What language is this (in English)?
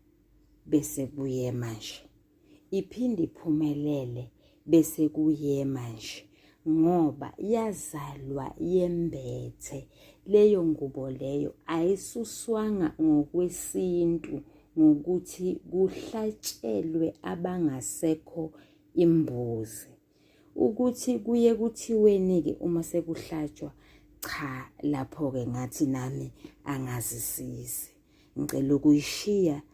Zulu